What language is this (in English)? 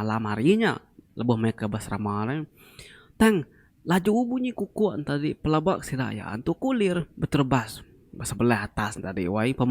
Iban